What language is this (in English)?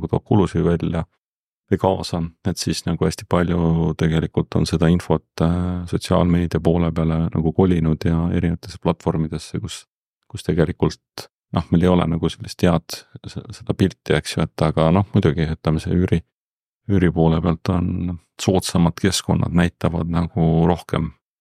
Estonian